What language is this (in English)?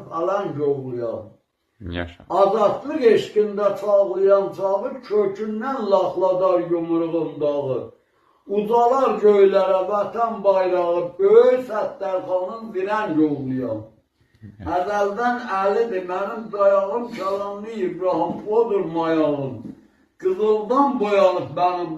South Azerbaijani